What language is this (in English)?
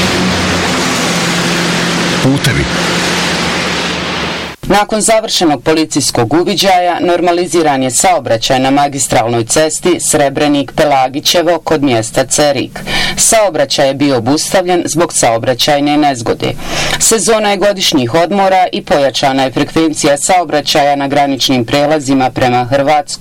Bosnian